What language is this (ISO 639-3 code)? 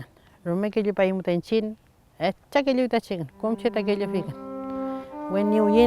arn